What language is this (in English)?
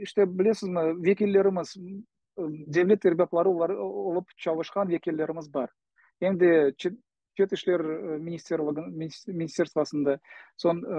Crimean Tatar